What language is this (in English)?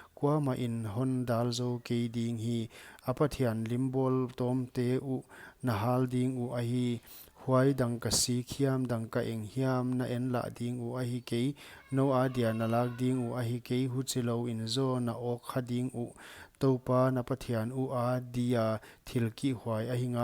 Paite Chin